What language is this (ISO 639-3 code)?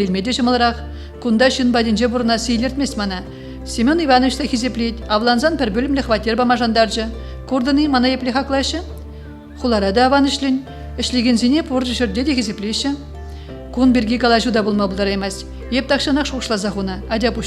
chv